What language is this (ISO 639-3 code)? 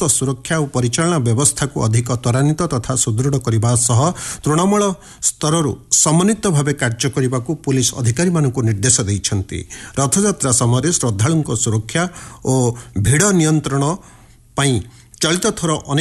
ori